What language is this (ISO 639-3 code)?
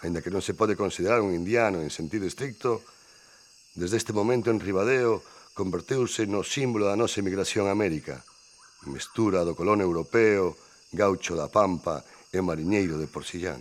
glg